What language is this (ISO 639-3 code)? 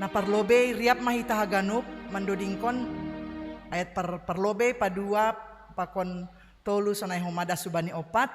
bts